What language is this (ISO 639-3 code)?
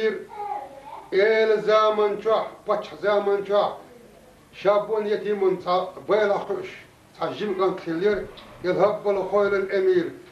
che